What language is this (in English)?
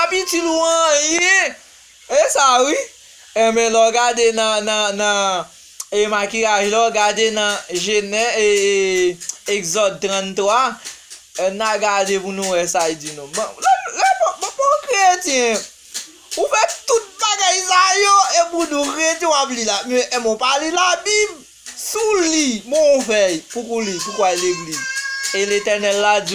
Haitian Creole